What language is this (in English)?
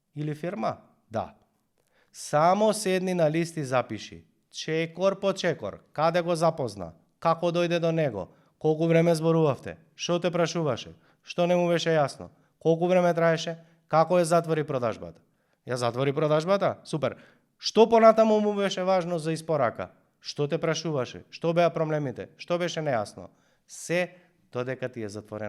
Macedonian